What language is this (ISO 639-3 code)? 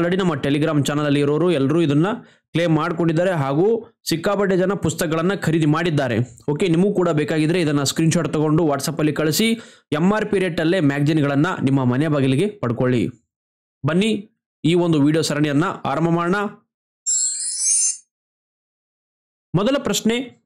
kan